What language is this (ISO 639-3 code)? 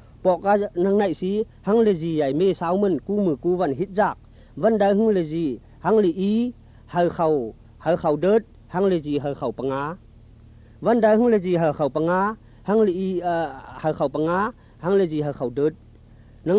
shn